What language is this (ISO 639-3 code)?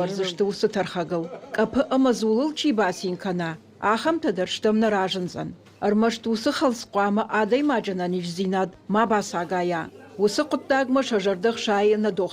oss